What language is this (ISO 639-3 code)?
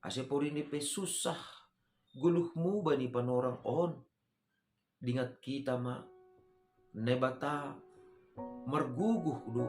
bts